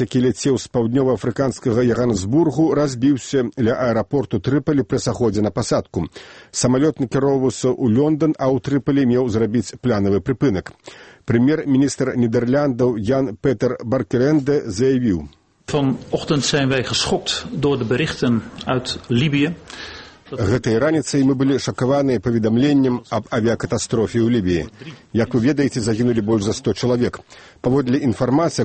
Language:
Belarusian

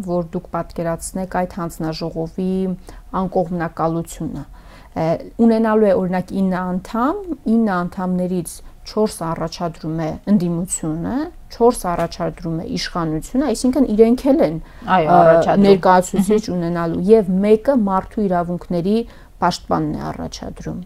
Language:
Armenian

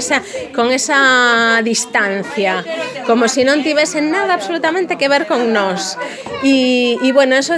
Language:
Galician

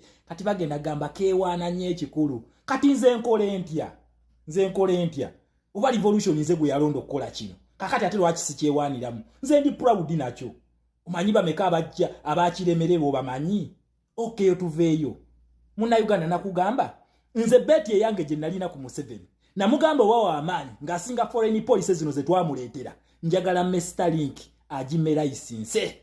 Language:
Ganda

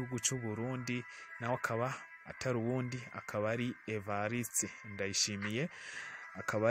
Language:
Rundi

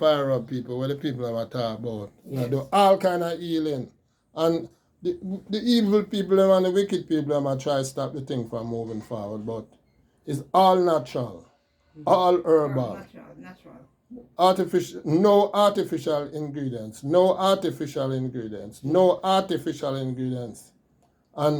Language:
Jamaican Creole English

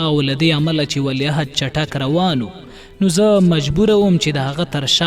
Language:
Pashto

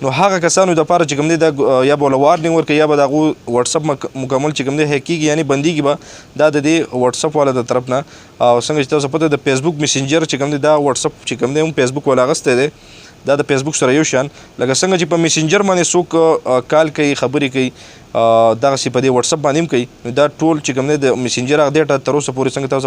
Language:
Pashto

